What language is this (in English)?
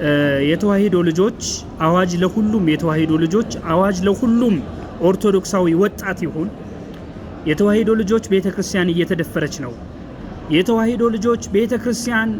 Amharic